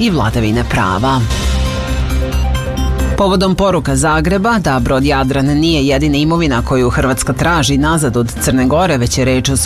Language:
Serbian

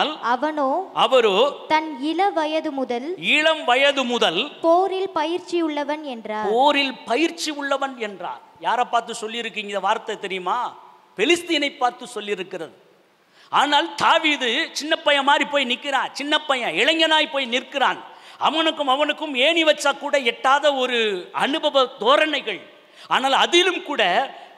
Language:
Tamil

